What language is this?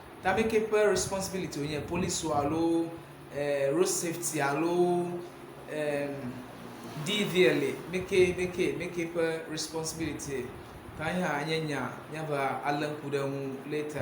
Ewe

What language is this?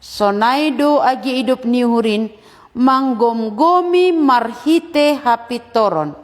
Batak Simalungun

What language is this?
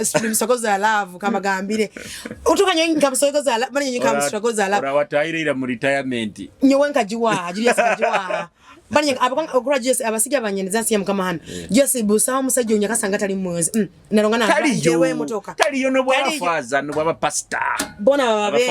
Nyoro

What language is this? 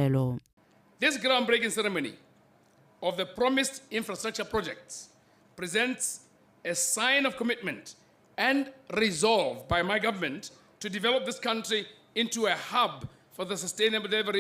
Tswana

